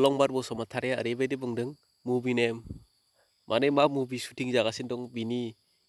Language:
Bodo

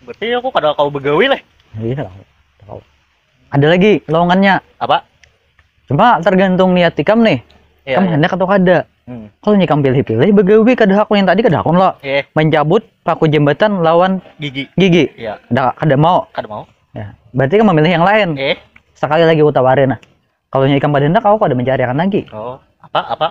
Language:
Banjar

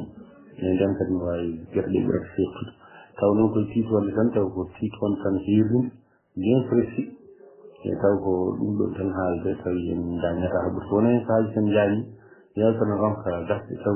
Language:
Fula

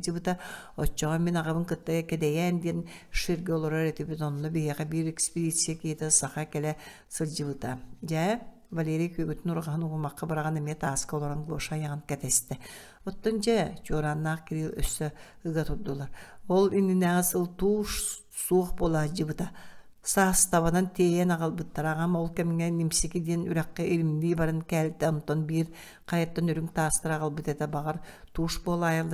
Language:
Yakut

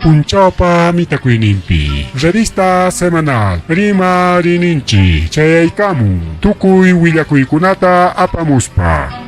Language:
Ayacucho Quechua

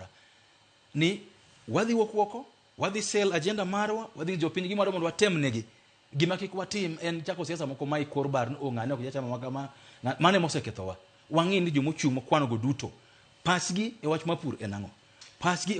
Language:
Luo (Kenya and Tanzania)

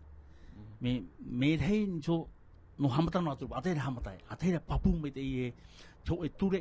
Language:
Tahitian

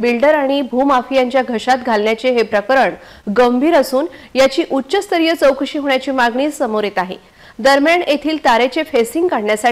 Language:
Marathi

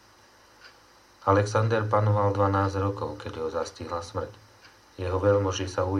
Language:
Slovak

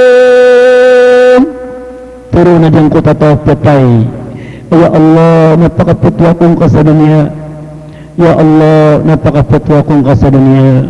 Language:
Maranao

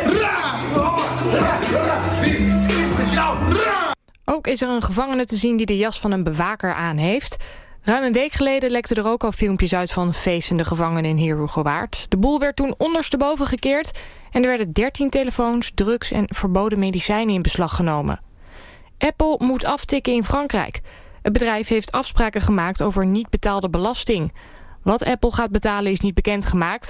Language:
Dutch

